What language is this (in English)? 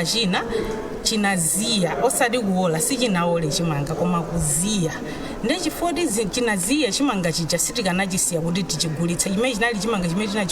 Nyanja